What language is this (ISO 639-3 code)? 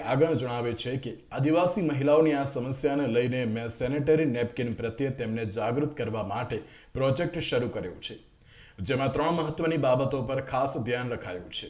guj